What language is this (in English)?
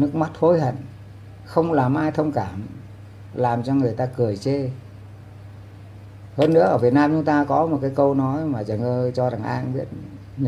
Vietnamese